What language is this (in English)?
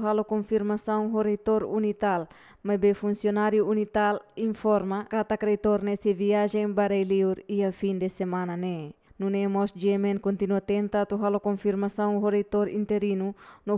Tetum